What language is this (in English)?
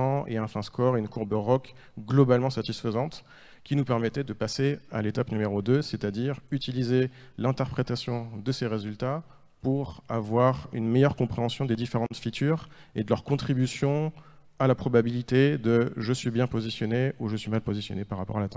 French